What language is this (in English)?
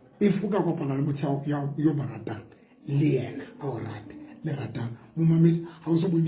Southern Sotho